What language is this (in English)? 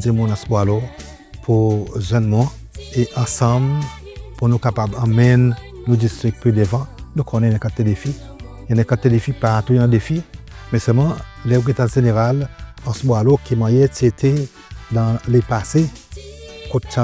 Seselwa Creole French